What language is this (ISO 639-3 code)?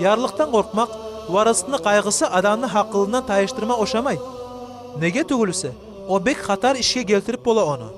kum